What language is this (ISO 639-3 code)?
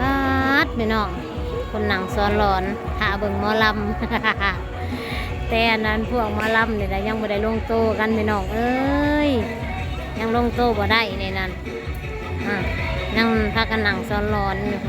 tts